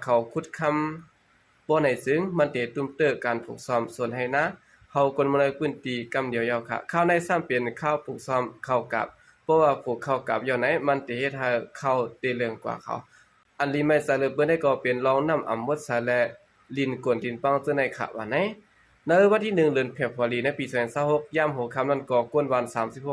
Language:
Shan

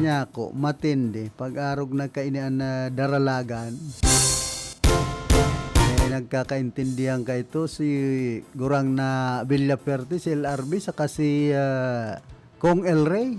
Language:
Bikol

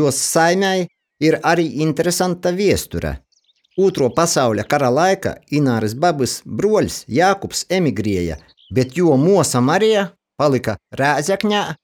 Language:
Latgalian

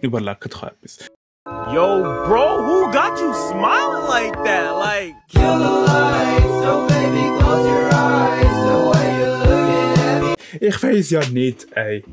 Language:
Swiss German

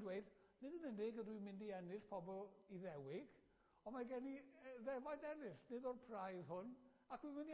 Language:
Welsh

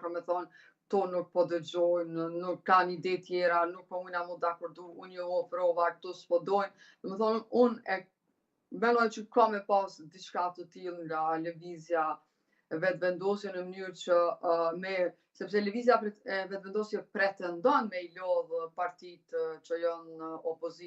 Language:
Albanian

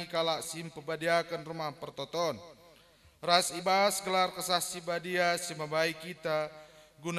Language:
Batak Karo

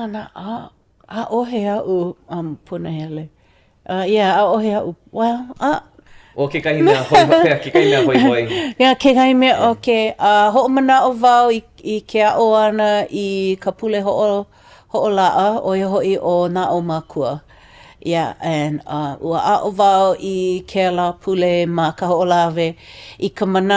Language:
Hawaiian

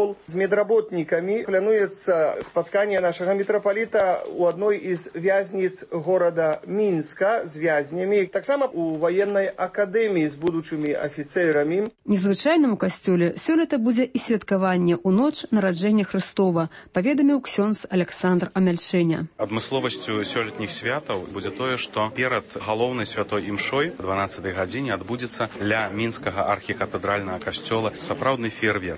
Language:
Belarusian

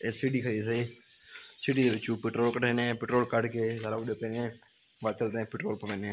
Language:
Saraiki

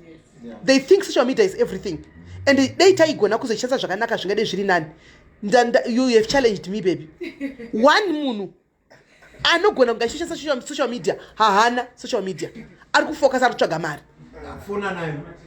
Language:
Shona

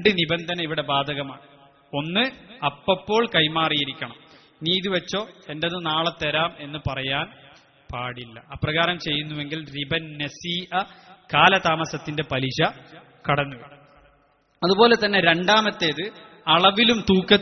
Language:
Malayalam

